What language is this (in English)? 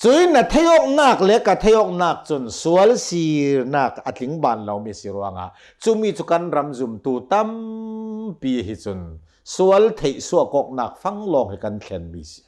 Hakha Chin